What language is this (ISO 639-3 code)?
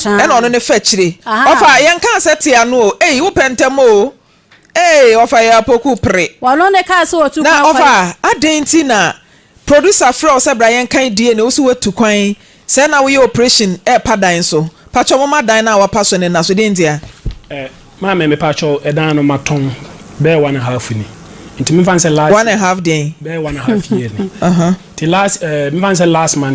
aka